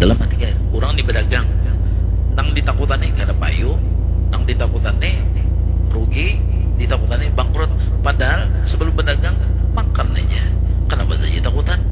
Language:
Banjar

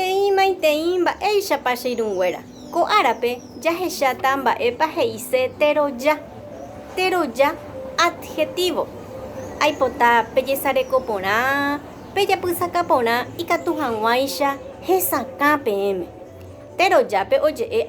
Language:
Guarani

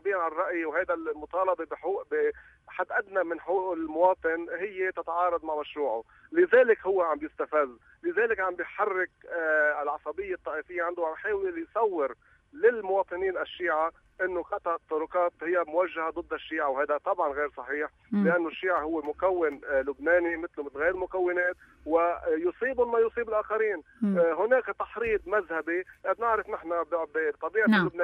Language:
North Levantine Arabic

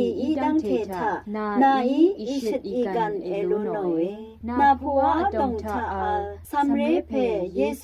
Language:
Rawang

